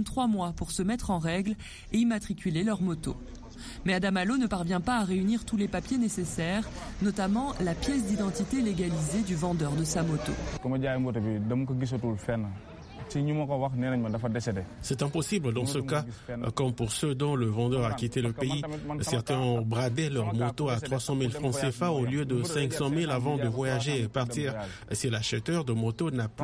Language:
French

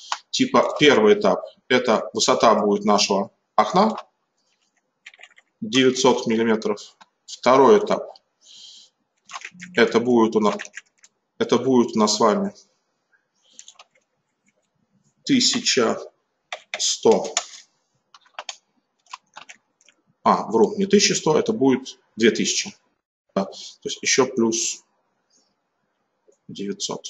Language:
Russian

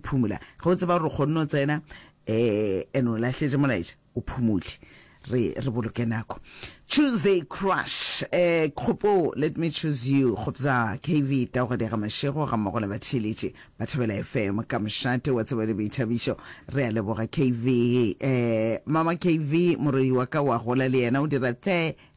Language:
Northern Sotho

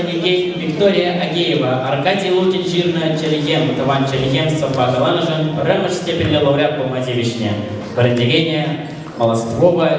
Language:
Chuvash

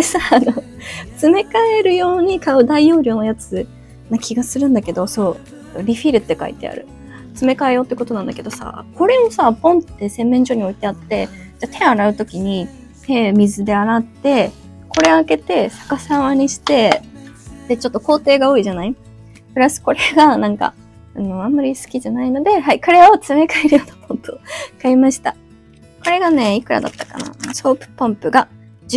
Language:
Japanese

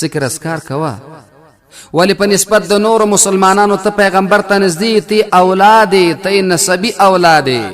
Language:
Pashto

